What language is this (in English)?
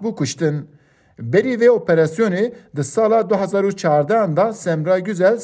Kurdish